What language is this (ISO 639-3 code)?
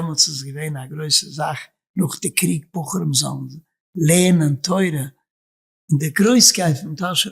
yid